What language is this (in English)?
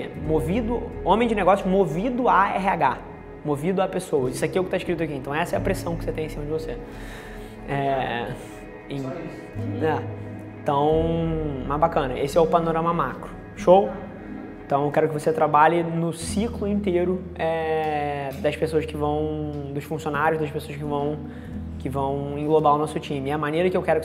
Portuguese